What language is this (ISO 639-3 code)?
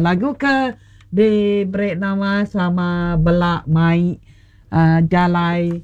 iba